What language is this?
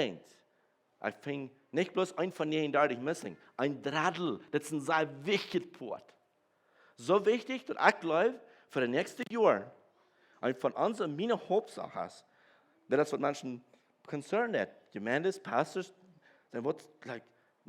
Plautdietsch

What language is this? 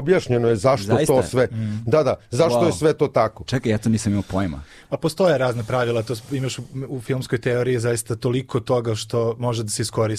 Serbian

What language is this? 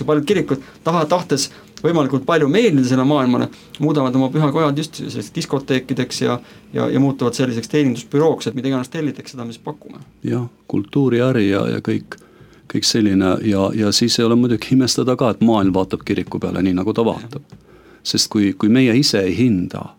Estonian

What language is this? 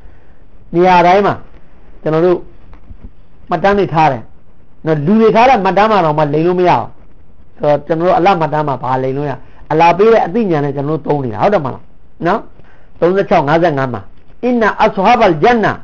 Burmese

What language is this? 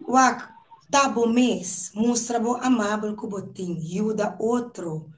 Papiamento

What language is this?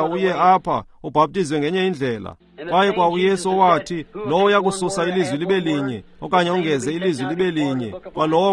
Xhosa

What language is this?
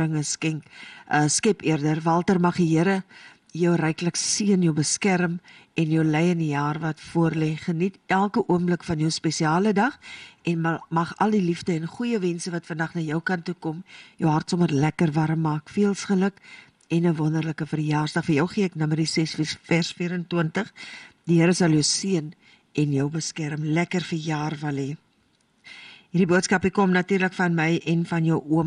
Afrikaans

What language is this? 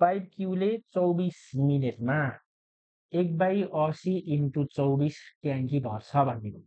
Nepali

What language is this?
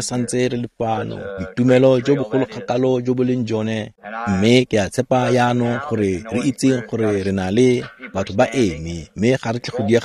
Tswana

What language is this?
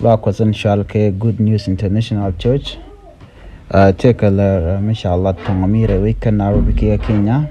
Nuer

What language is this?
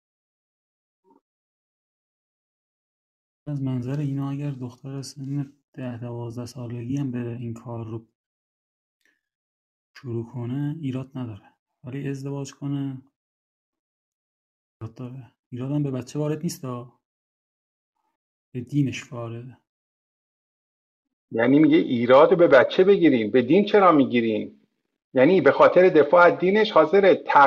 Persian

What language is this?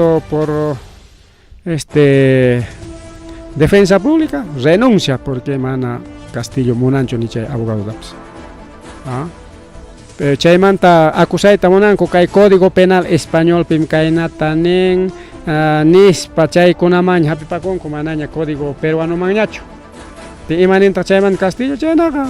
Ayacucho Quechua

